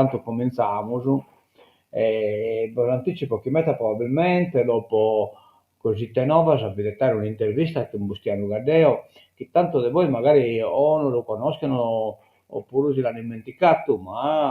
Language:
Sardinian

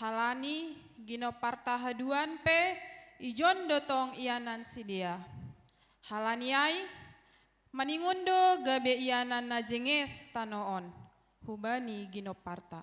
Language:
Batak Simalungun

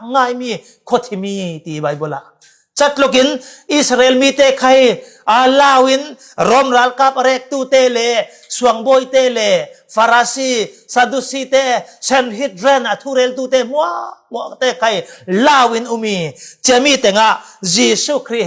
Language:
Falam Chin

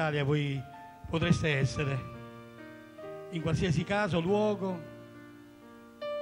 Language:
Italian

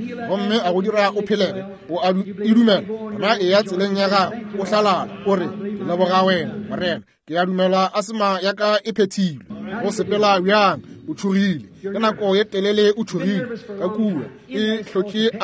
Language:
Northern Sotho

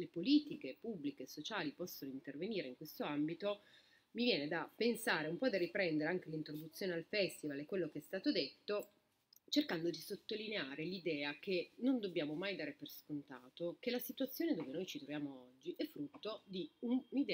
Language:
Italian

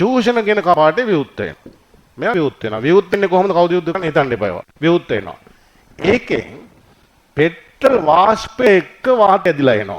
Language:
Sinhala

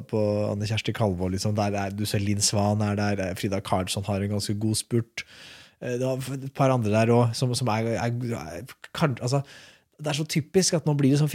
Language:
Norwegian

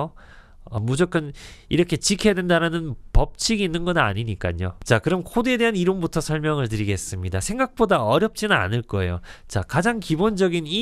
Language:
Korean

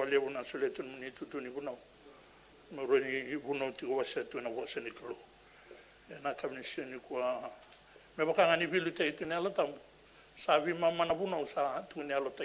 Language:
Fijian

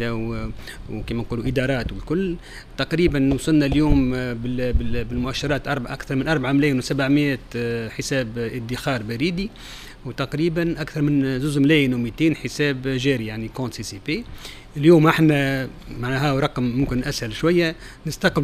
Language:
Tunisian Arabic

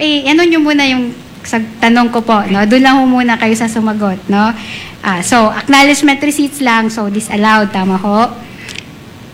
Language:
Filipino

